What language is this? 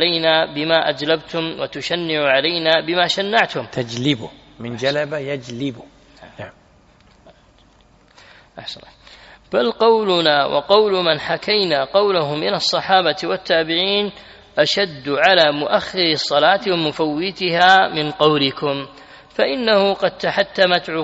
Arabic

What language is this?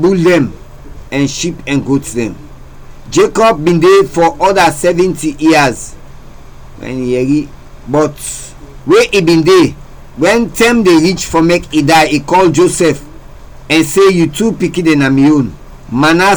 Krio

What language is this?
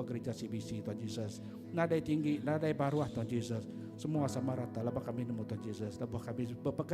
Iban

